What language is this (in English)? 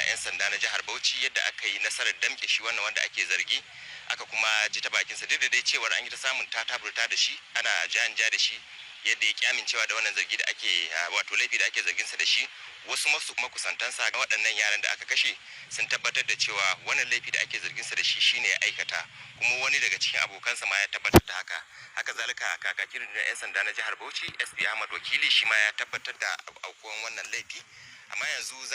Hausa